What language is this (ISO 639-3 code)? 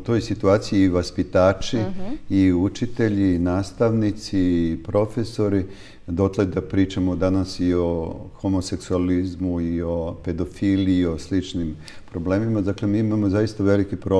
srp